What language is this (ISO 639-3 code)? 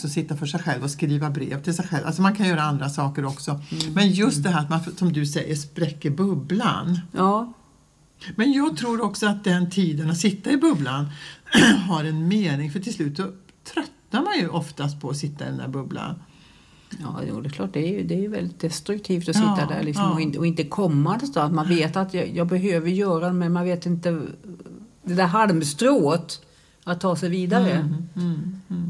swe